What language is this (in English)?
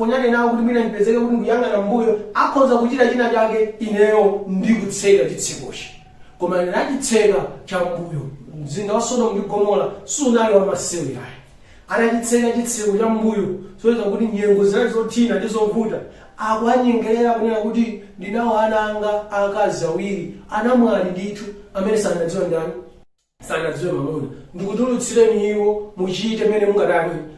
Nyanja